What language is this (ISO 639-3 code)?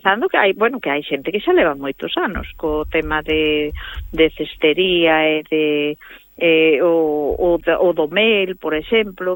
glg